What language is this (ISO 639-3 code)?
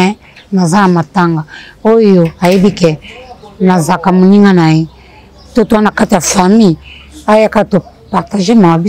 lin